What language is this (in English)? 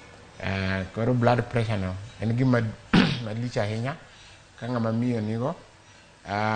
Luo (Kenya and Tanzania)